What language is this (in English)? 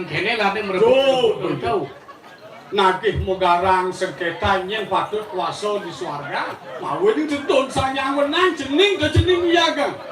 Balinese